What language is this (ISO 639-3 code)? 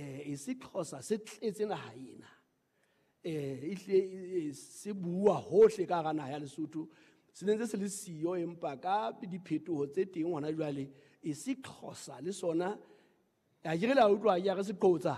sot